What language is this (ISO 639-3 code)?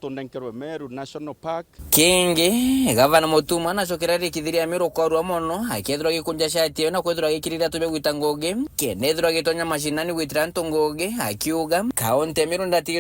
mer